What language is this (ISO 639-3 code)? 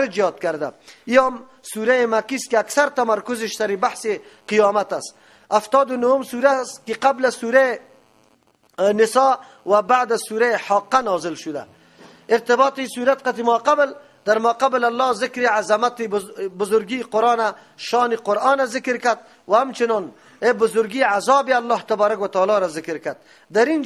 fas